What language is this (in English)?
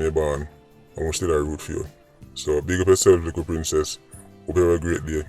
Jamaican Creole English